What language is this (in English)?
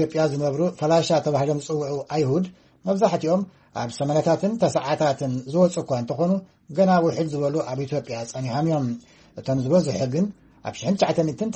Tigrinya